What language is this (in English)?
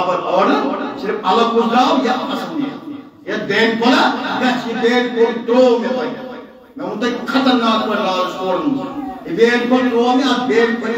Kashmiri